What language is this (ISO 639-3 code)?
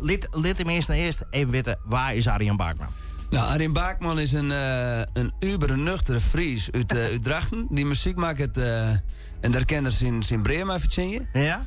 fry